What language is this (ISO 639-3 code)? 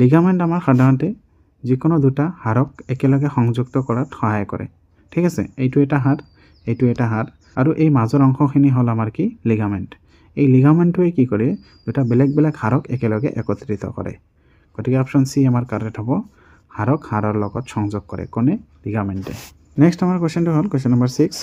asm